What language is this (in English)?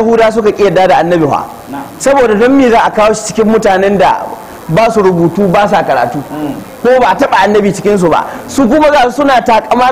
Hausa